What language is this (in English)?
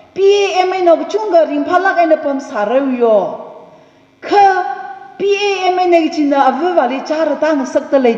Tangkhul Naga (India)